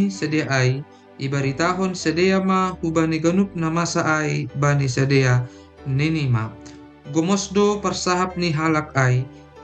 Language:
Batak Simalungun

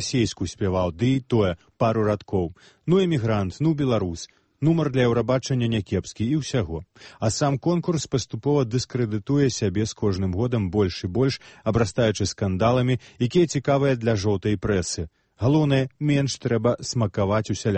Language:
Belarusian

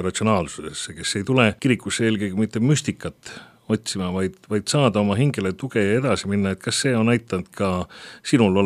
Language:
Estonian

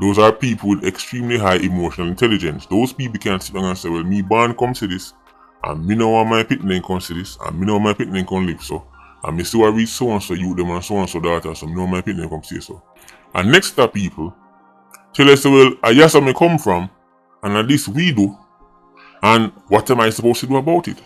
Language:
Jamaican Creole English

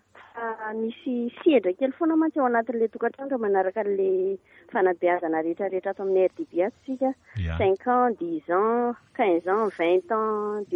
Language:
Malagasy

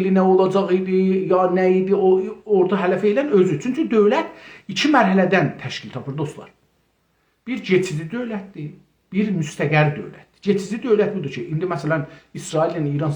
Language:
South Azerbaijani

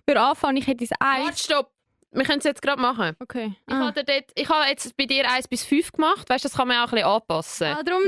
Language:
Swiss German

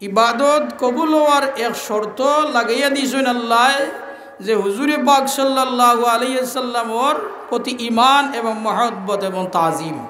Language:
Sylheti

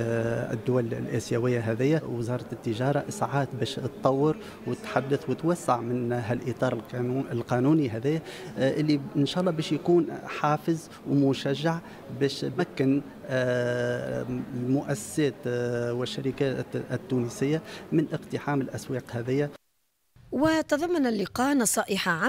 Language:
Tunisian Arabic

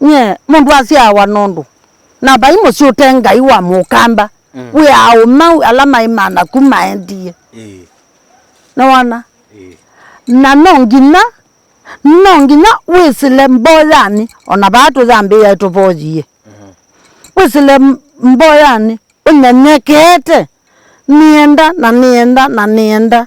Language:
Kamba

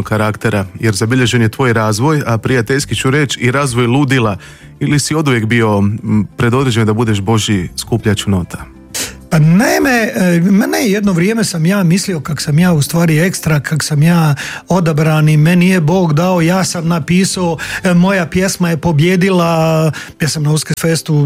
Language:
Croatian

